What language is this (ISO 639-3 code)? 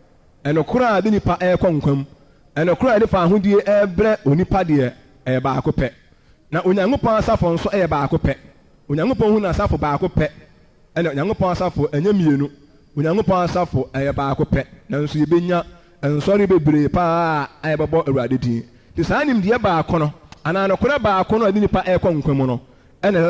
aka